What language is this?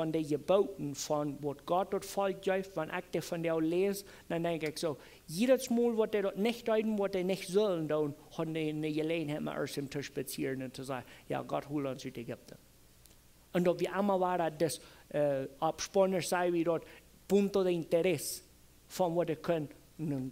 Plautdietsch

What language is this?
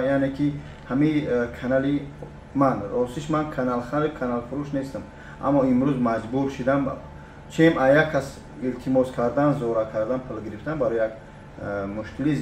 Tajik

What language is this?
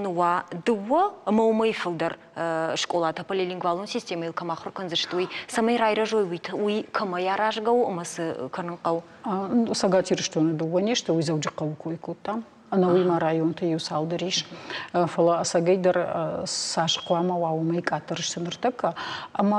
Ossetic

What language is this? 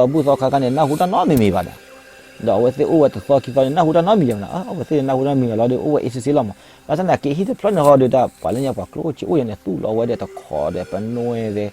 S'gaw Karen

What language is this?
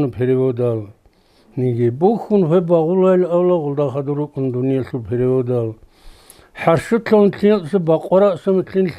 Avaric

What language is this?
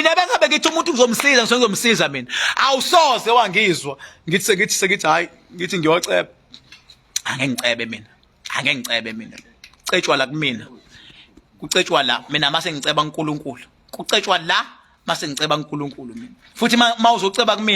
Zulu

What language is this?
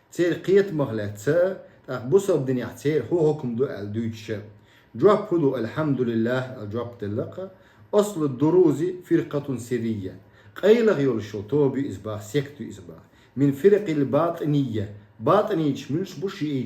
Chechen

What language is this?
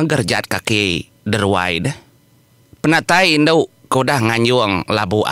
Iban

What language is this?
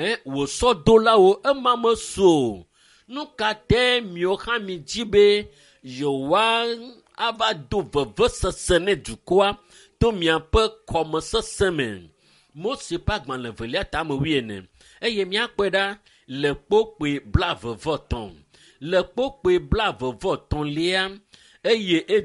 Ewe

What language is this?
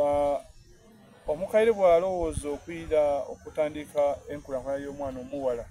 Soga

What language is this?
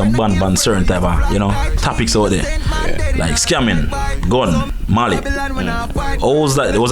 Jamaican Creole English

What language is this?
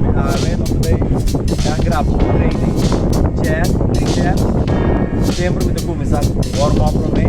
Papiamento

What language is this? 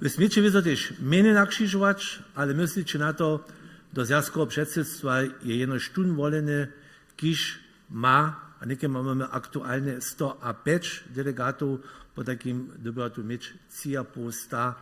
Upper Sorbian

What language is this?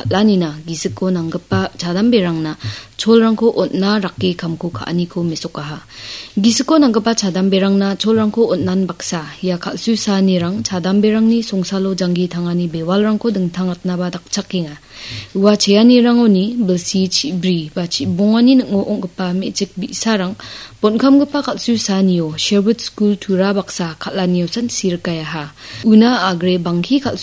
Garo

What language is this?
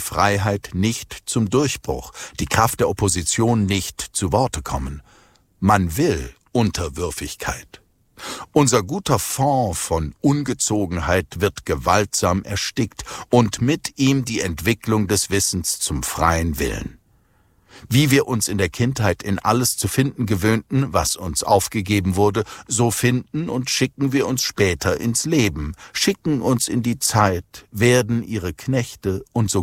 German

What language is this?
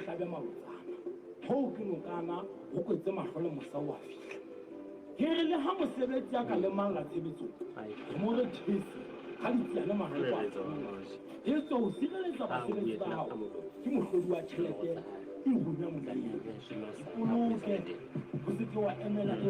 Southern Sotho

